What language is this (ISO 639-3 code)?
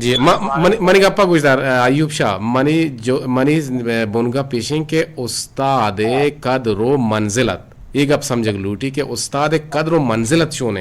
bgp